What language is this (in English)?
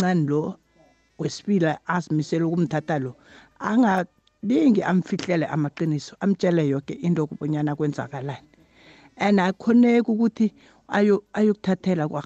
South Ndebele